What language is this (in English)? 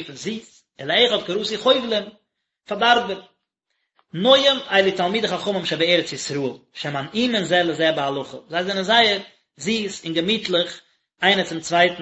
Yiddish